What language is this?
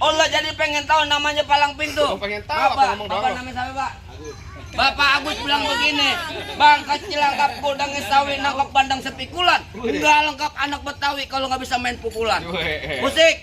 Betawi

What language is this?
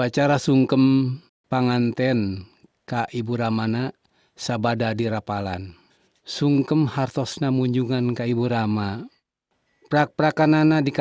Sundanese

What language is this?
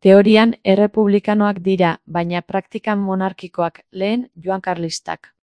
Basque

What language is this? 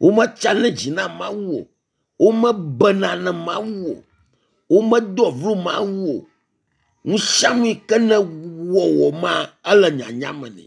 Ewe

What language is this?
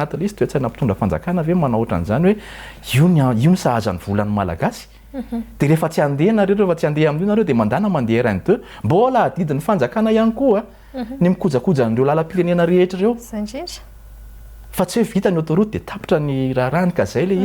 Malagasy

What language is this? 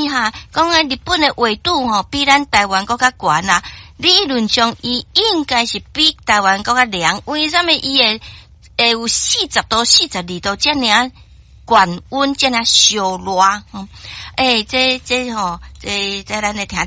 Min Nan Chinese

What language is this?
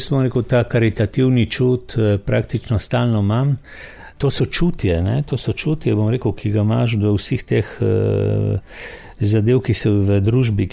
Slovenian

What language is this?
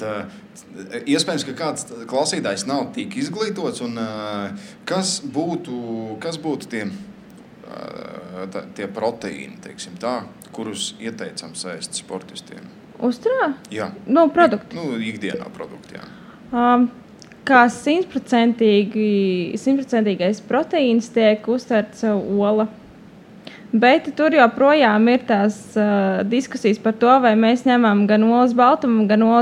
Latvian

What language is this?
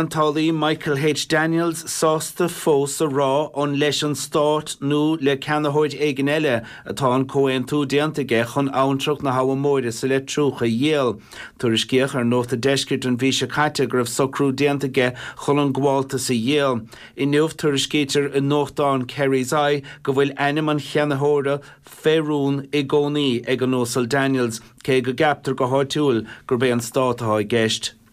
Irish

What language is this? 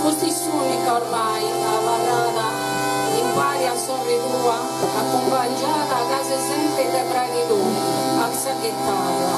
Sardinian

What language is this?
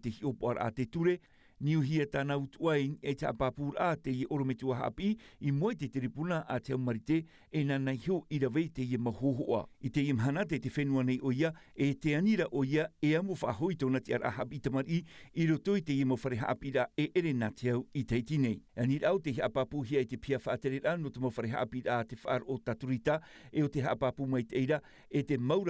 Tahitian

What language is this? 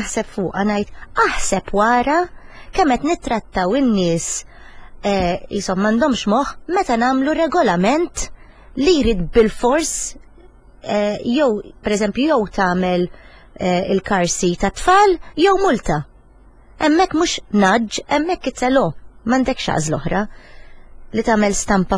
Maltese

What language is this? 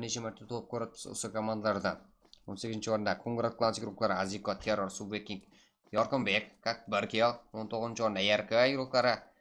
Kara-Kalpak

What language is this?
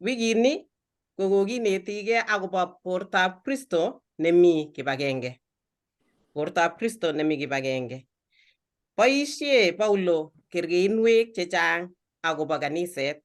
Kalenjin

